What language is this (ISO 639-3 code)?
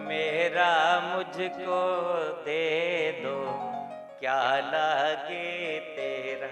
doi